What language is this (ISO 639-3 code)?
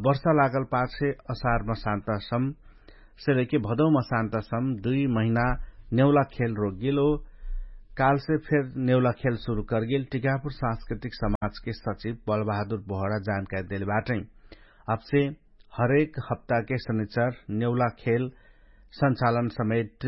thl